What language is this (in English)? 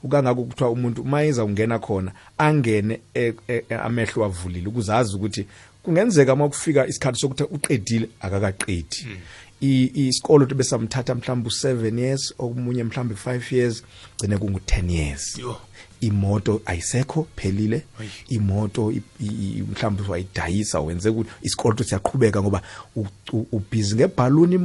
South Ndebele